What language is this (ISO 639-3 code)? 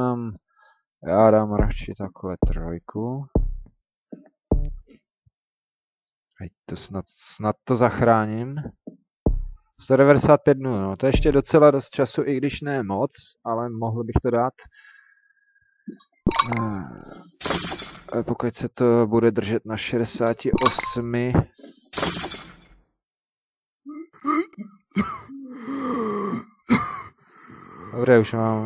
ces